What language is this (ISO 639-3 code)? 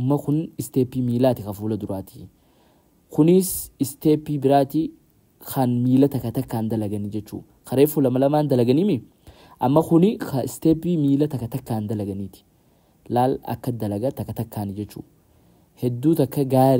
orm